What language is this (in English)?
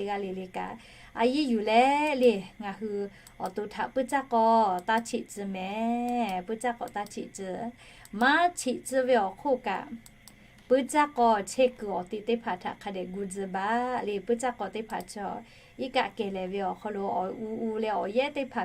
Lahu